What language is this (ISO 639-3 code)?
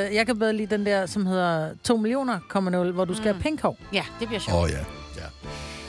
dan